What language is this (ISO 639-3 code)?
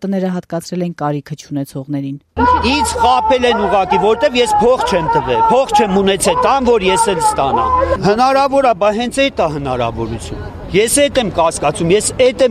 hye